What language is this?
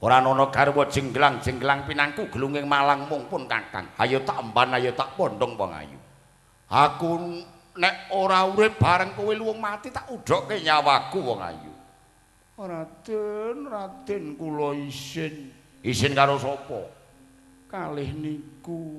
Javanese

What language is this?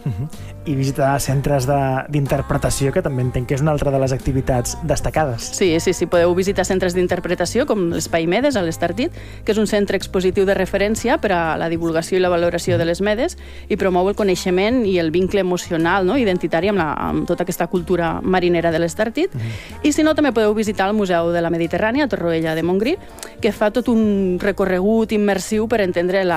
Catalan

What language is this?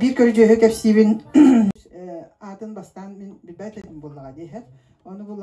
Yakut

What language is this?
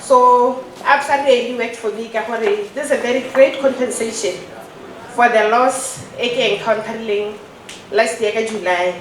Tswana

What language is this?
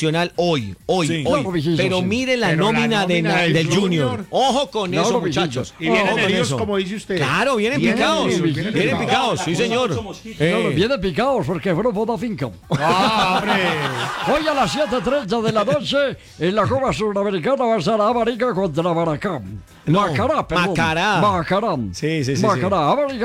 Spanish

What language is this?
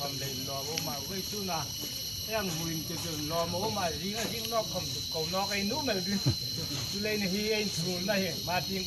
Hmar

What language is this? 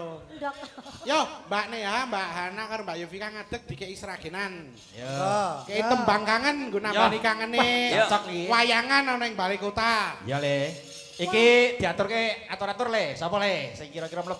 Javanese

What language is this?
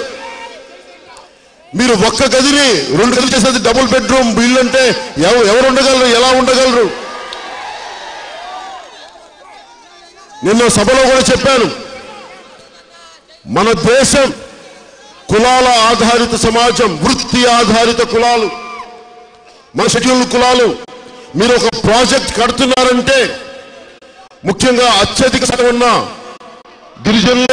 Telugu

